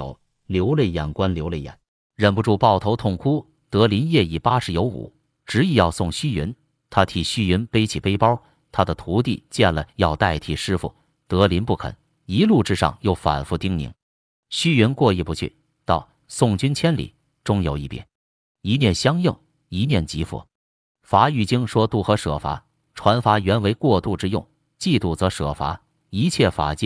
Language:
Chinese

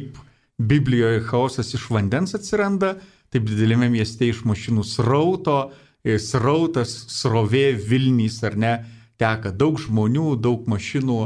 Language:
Lithuanian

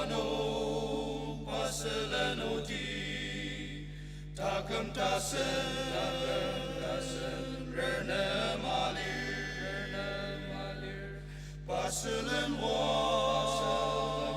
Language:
Ao Naga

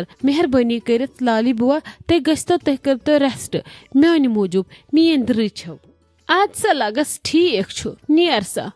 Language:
Kashmiri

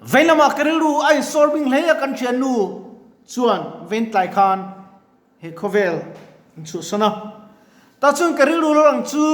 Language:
Mizo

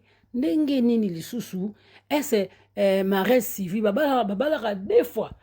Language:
Lingala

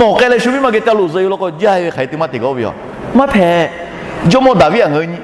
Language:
Lahu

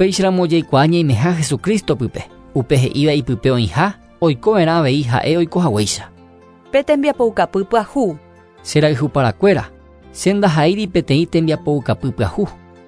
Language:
Guarani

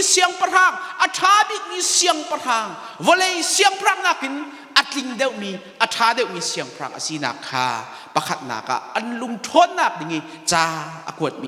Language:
Hakha Chin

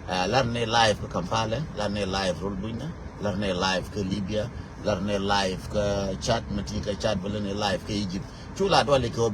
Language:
Nuer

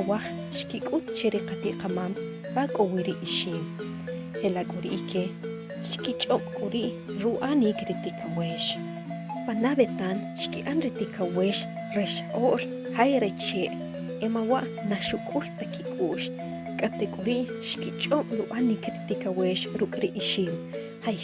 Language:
Achi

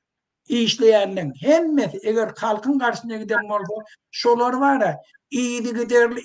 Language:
Turkmen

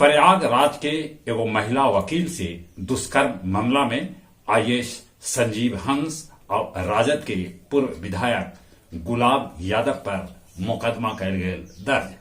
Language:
Magahi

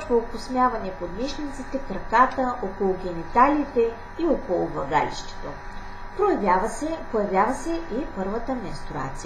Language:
Bulgarian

